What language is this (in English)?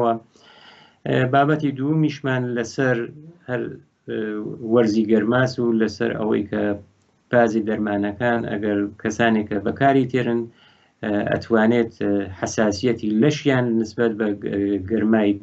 Central Kurdish